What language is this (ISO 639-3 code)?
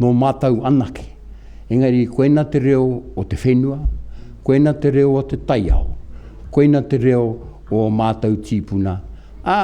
mri